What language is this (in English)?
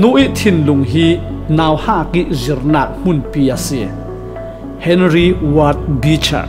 Falam Chin